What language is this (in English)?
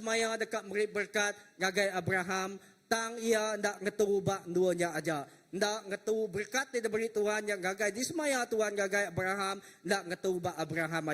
Iban